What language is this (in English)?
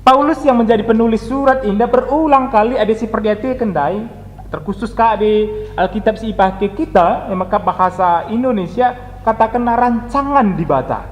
Batak Karo